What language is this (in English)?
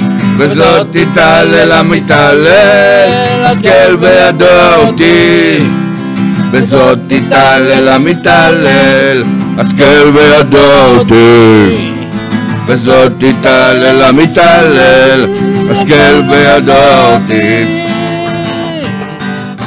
Hebrew